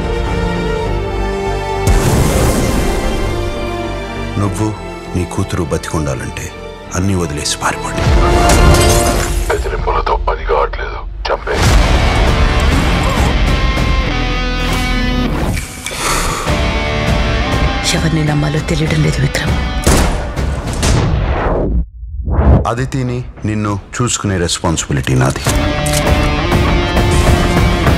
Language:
Telugu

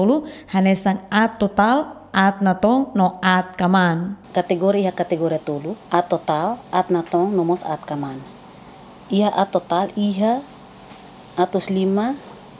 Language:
Tetum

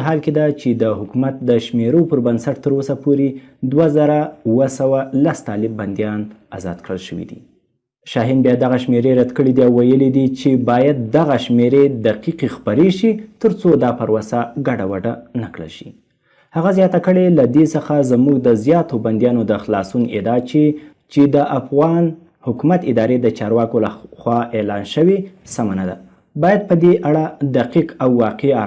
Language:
Pashto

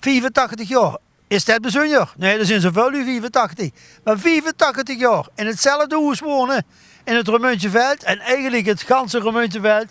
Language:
Limburgish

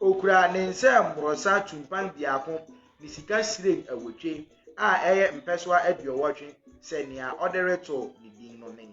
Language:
Akan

